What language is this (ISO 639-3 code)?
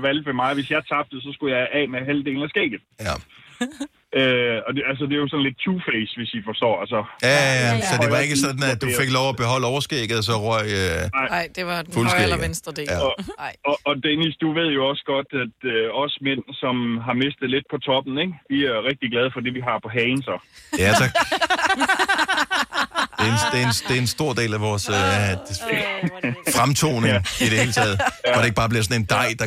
dan